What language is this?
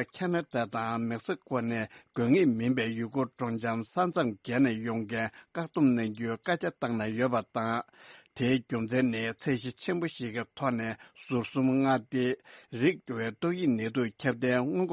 Tibetan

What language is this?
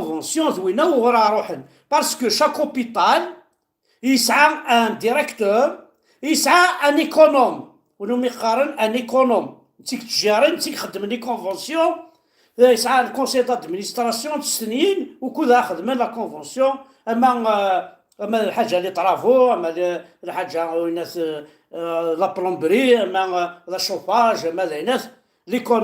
Kabyle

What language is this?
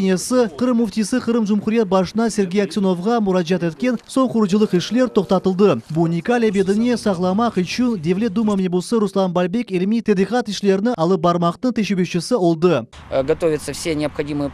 Crimean Tatar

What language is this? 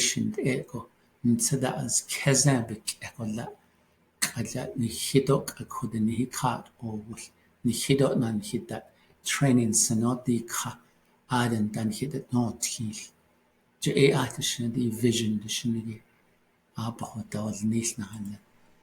Navajo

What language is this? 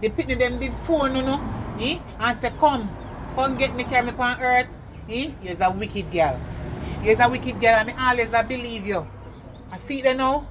Jamaican Creole English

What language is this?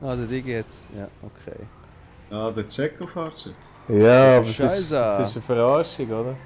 Swiss German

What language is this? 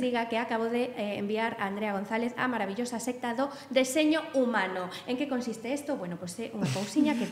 Galician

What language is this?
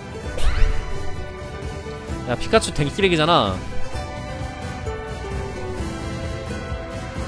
Korean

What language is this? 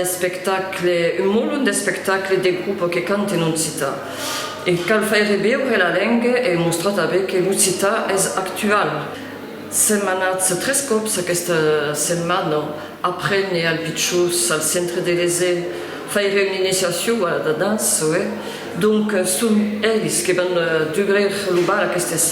Occitan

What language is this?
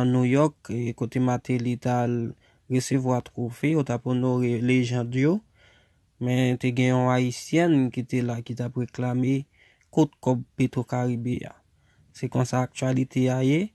Haitian Creole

